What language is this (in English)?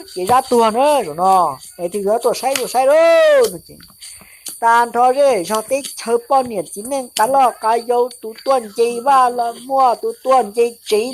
Hmong